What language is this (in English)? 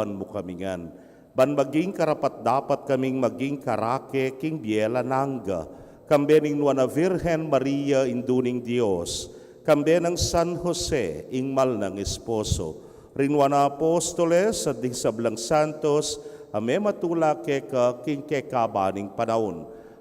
Pampanga